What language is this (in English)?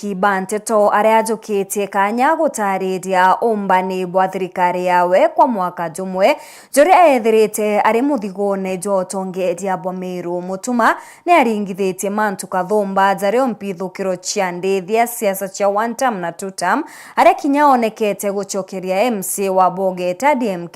Meru